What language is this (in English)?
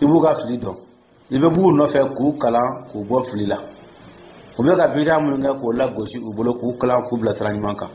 Dyula